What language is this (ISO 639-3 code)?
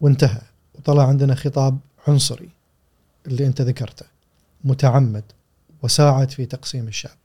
afb